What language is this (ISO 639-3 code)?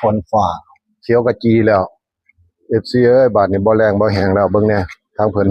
tts